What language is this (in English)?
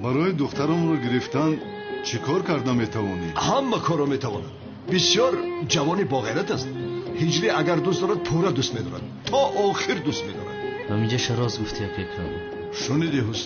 Tajik